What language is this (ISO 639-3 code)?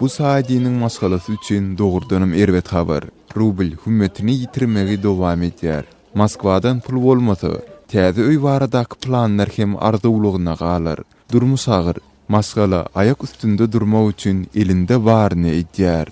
tuk